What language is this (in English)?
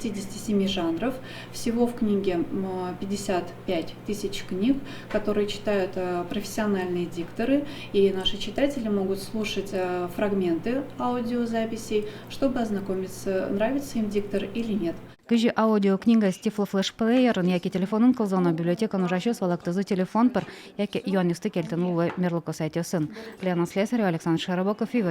Udmurt